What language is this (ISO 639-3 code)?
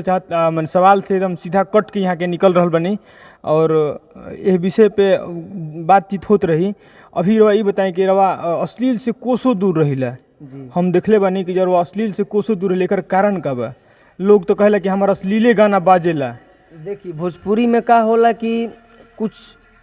bho